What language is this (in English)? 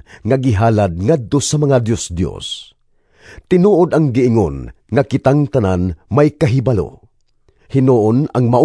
Cebuano